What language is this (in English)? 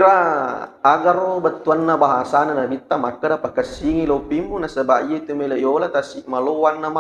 Buginese